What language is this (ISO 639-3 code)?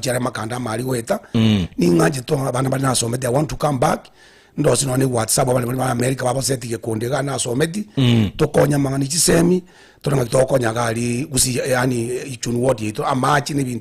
guz